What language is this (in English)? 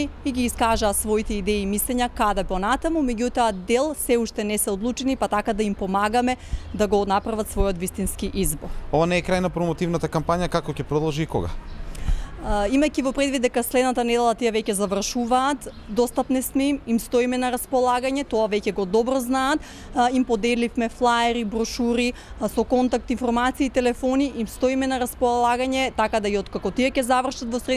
Macedonian